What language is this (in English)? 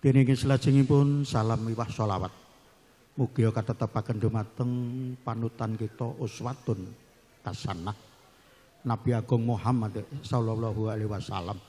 Javanese